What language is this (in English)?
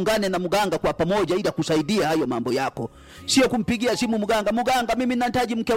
Swahili